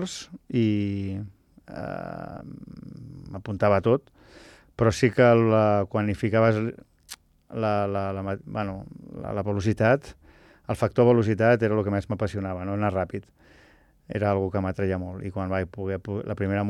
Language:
Catalan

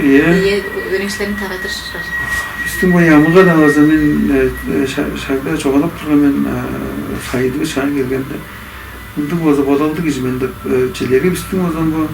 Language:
Tuvinian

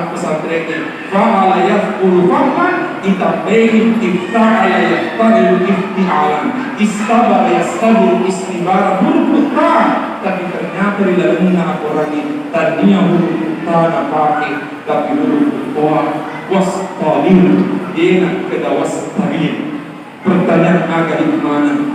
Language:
Buginese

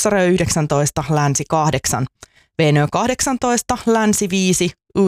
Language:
Finnish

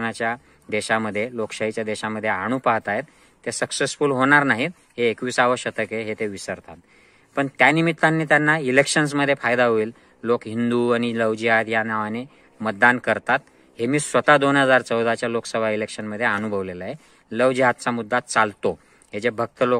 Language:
Marathi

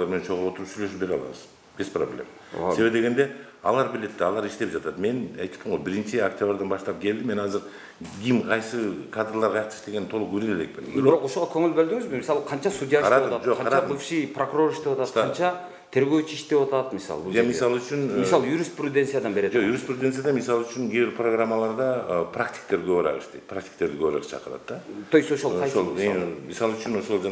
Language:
Kyrgyz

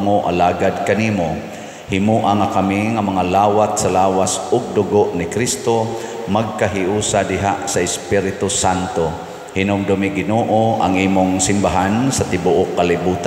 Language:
Cebuano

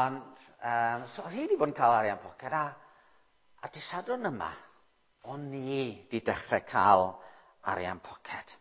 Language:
Welsh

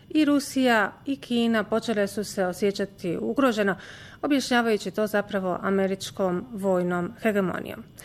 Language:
Bosnian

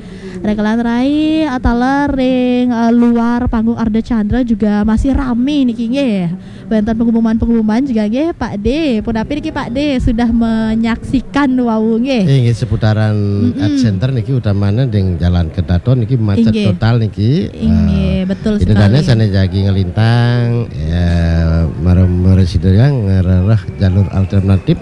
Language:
Balinese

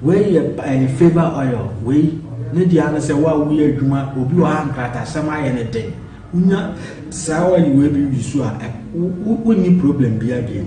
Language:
Akan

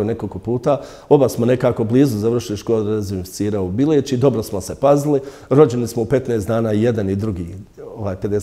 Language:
Bosnian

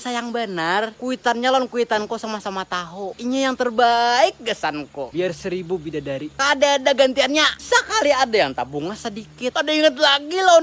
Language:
Banjar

